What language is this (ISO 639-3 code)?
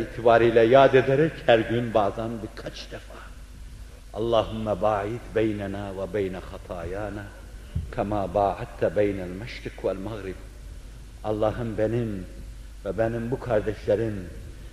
tur